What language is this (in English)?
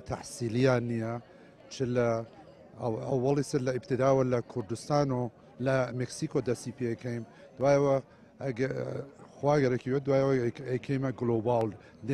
Central Kurdish